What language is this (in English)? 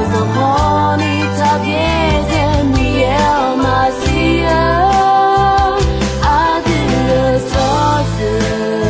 Akha